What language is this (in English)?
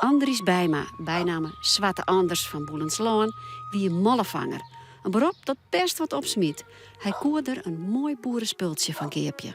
Western Frisian